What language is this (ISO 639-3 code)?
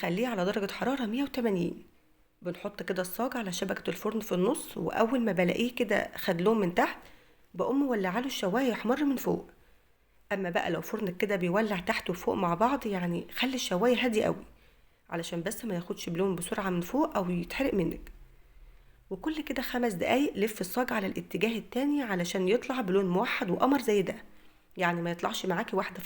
arz